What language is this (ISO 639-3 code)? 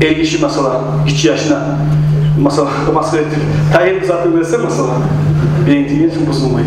kum